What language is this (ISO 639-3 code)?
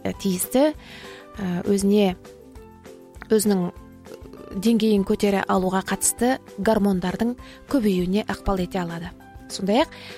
kaz